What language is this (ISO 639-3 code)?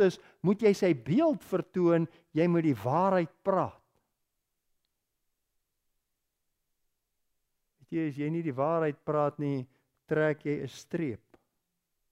afr